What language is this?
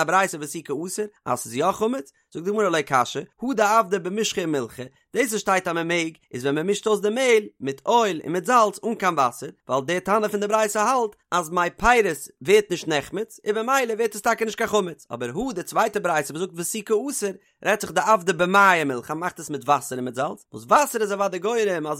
Yiddish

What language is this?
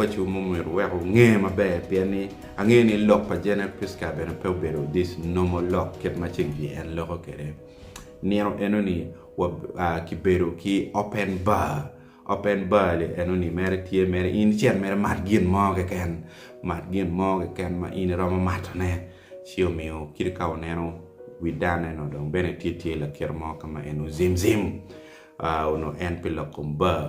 Acoli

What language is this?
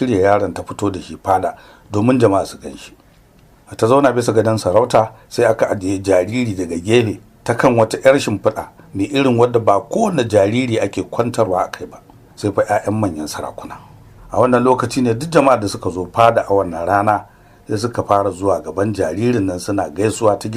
Hausa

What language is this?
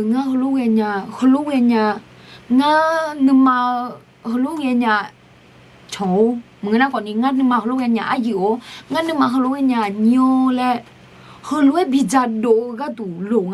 Akha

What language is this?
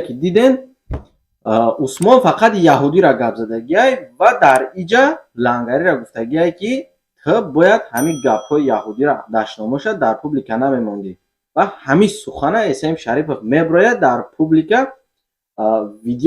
Tajik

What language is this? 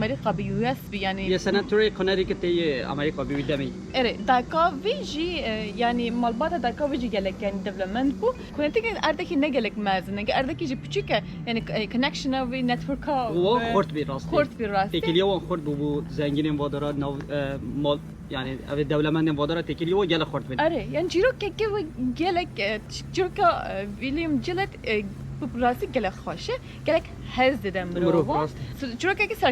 Kurdish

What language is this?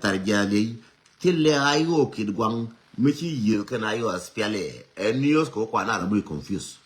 Nuer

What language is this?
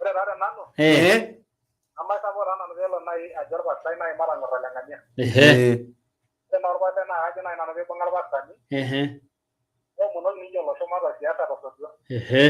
Masai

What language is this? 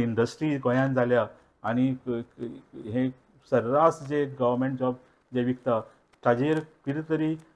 Konkani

